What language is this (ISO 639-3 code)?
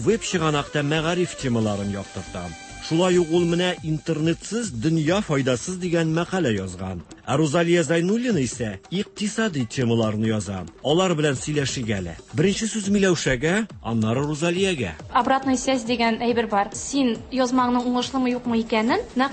tat